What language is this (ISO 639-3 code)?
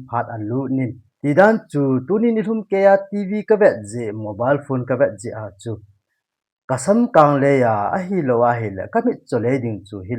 tcz